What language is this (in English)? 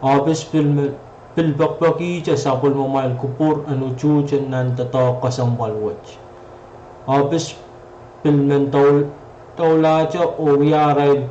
Pohnpeian